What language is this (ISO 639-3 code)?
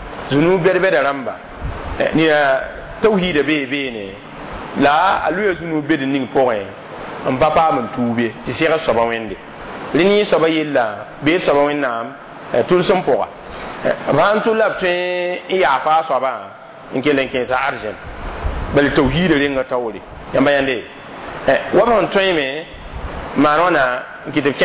mos